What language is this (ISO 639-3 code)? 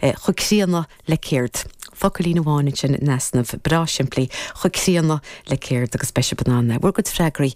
gle